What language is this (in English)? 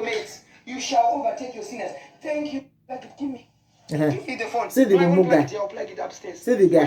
Nigerian Pidgin